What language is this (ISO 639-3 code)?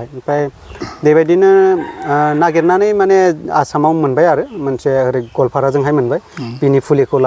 brx